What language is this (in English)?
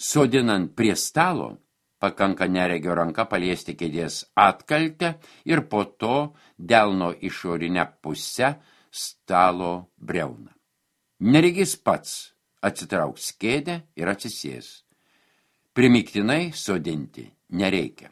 Lithuanian